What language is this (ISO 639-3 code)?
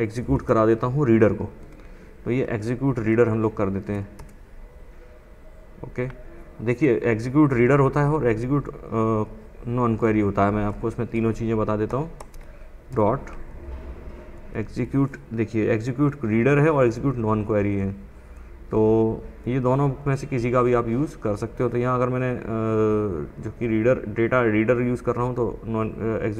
hin